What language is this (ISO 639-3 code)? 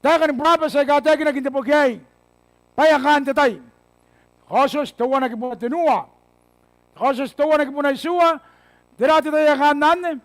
gil